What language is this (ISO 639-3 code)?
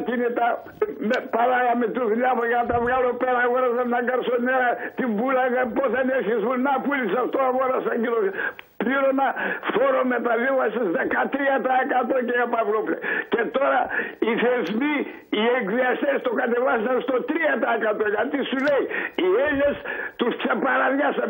ell